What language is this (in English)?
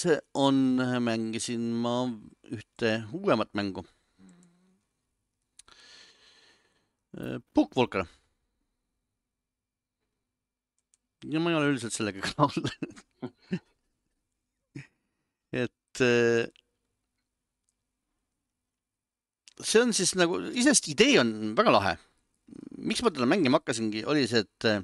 Estonian